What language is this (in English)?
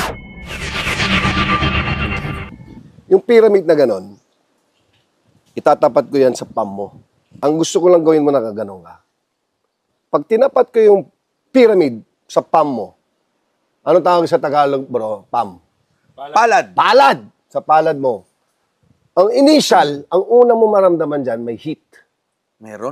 Filipino